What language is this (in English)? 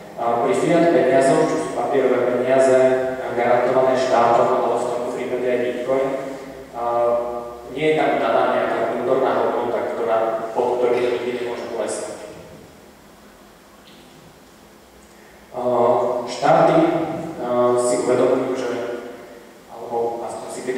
Slovak